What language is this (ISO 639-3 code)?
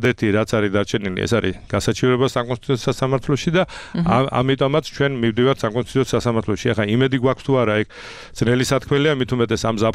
kat